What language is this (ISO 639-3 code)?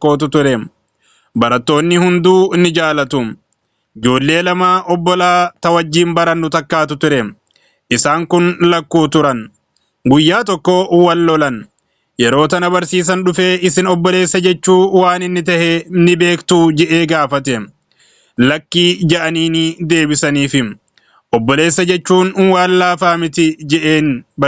orm